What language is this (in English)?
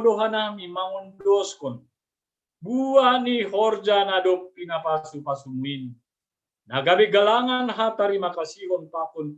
Batak Simalungun